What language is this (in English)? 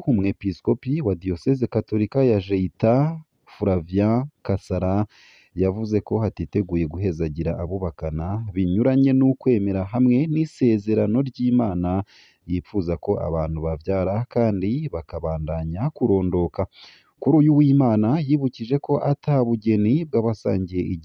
Rundi